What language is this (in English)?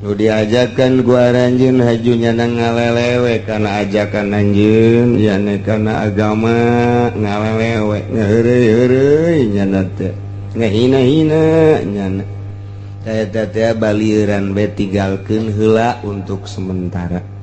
Sundanese